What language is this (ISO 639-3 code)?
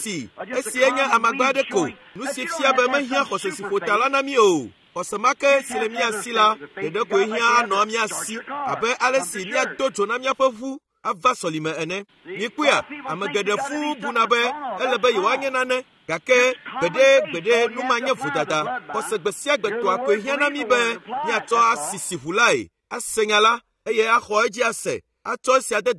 ewe